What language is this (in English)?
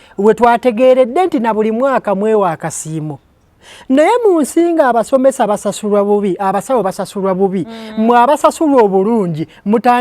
Ganda